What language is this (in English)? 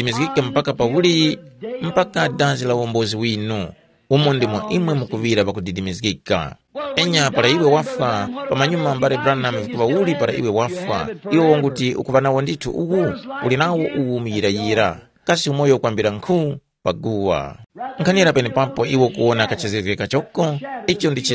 Tumbuka